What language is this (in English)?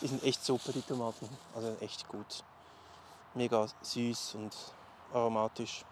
Swiss German